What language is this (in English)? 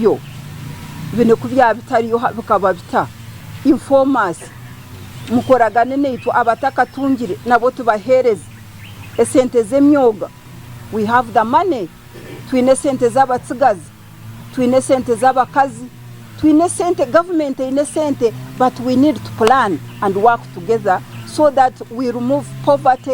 Nyankole